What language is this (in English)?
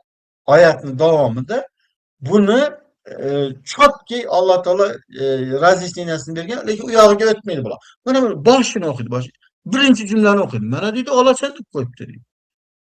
Uzbek